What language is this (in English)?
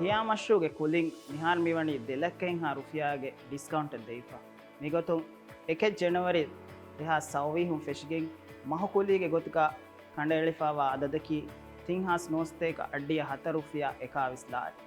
Divehi